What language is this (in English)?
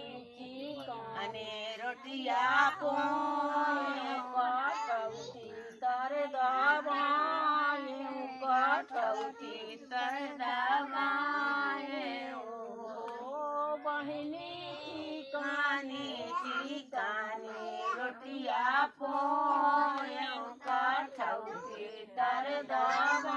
Bhojpuri